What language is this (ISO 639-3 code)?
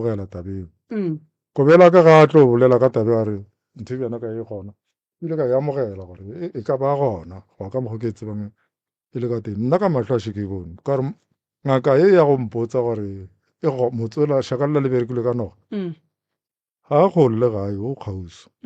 nso